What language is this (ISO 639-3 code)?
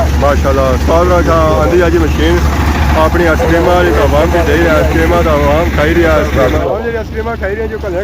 phr